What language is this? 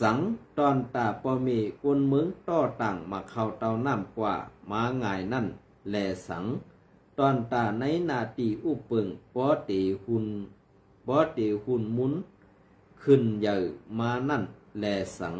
Shan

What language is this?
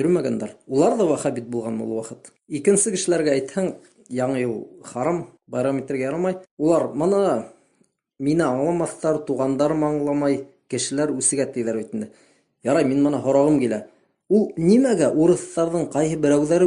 Bashkir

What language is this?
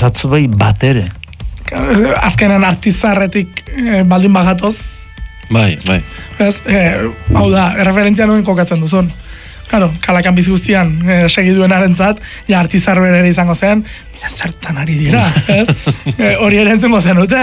Basque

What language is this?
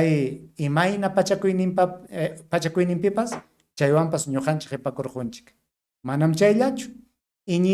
Ayacucho Quechua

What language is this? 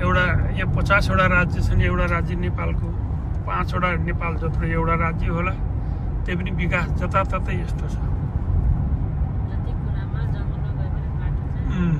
Nepali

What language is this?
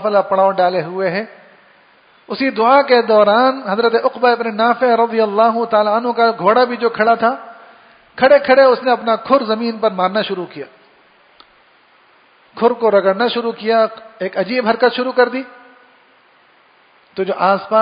Urdu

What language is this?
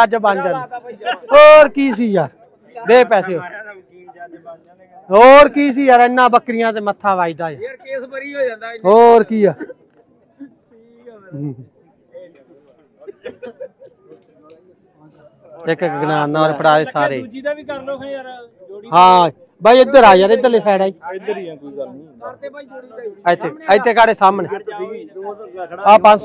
Punjabi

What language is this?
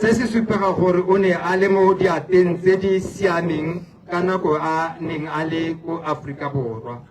Tswana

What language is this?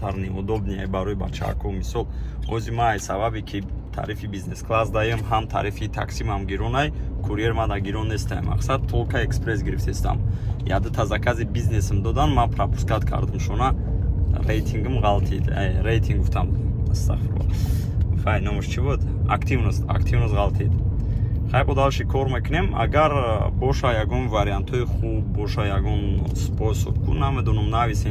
Tajik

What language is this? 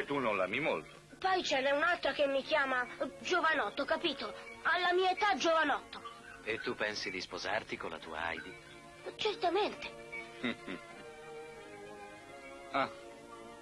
Italian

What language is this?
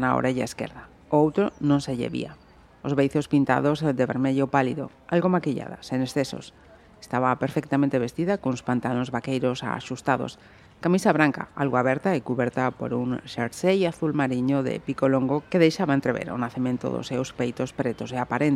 Galician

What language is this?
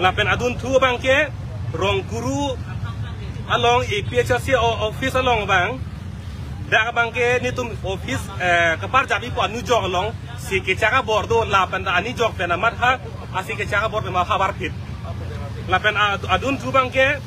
Karbi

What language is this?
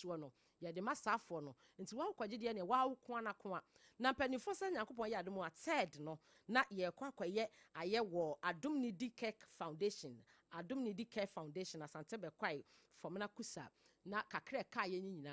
Akan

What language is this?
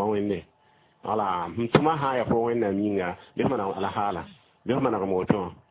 Mossi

